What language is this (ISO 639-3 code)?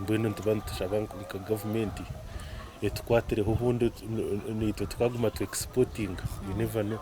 nyn